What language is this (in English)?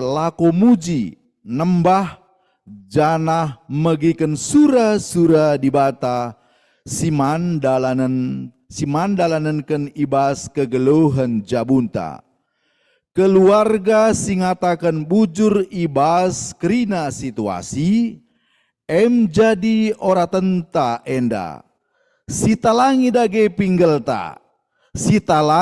Batak Karo